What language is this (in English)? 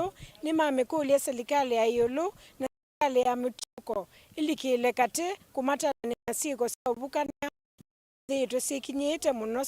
Kamba